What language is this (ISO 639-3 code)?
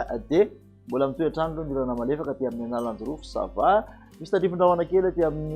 mlg